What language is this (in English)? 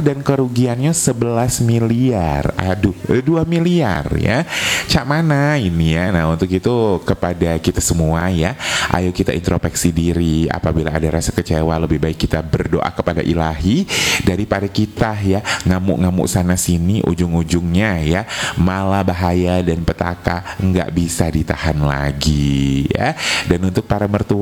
Indonesian